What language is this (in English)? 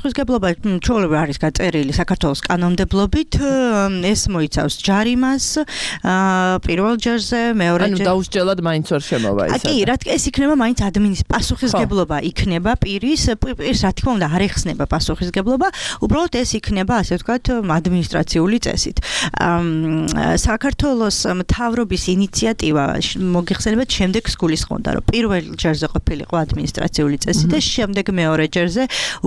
Georgian